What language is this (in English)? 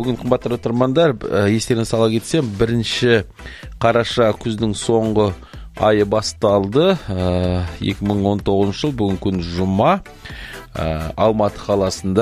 Kazakh